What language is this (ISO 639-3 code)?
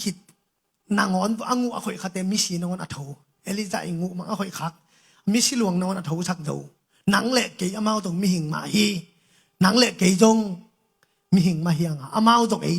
ctd